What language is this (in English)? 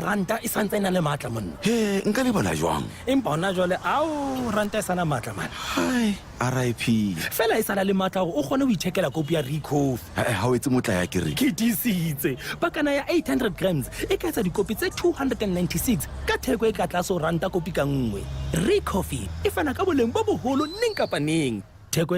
Southern Sotho